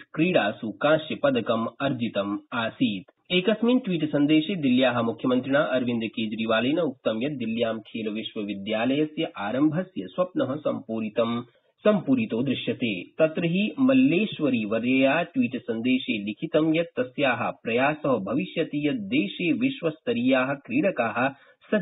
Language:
Sanskrit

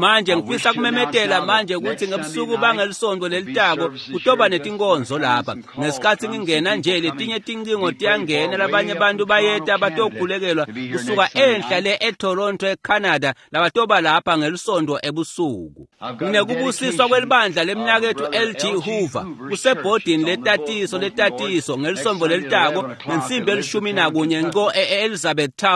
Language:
Swati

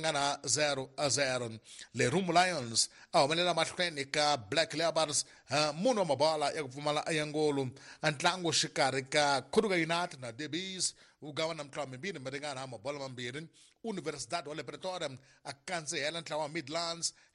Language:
Tsonga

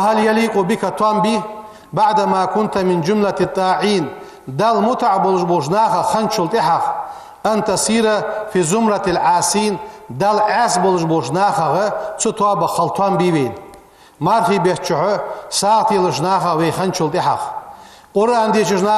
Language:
Ingush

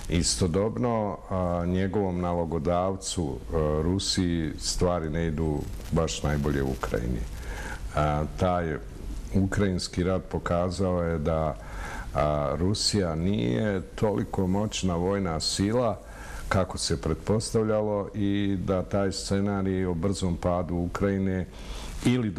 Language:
Bosnian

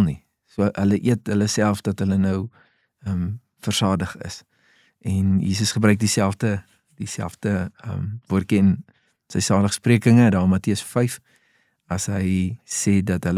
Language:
Afrikaans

